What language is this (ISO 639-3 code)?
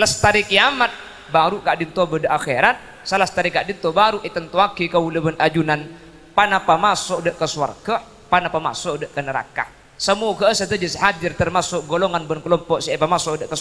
mad